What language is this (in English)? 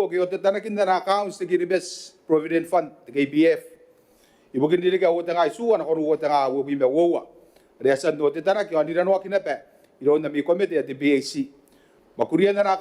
Gilbertese